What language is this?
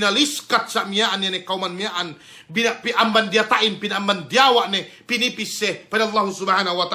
Yakan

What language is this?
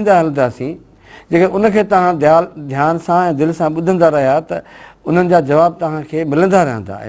Sindhi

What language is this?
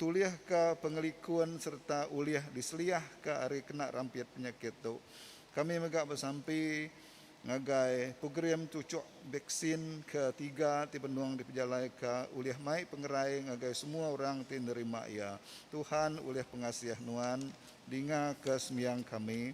Iban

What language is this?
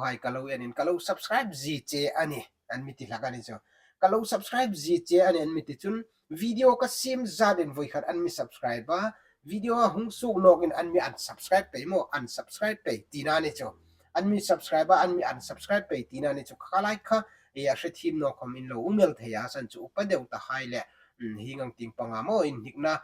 Hmar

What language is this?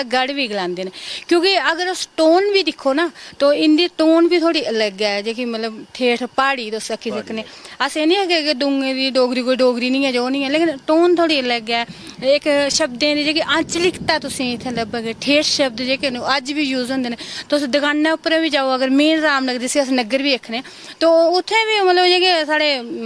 Dogri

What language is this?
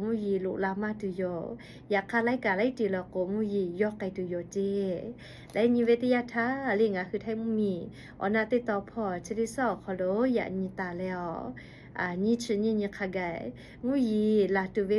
Lahu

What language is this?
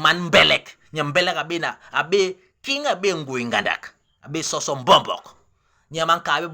Basaa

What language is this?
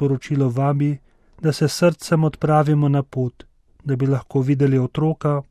Slovenian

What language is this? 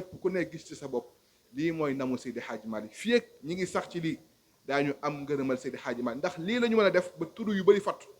Wolof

